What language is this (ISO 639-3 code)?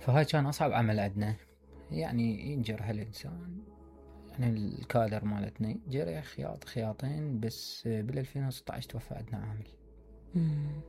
acm